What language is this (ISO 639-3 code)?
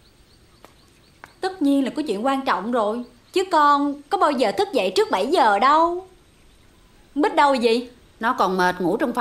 vie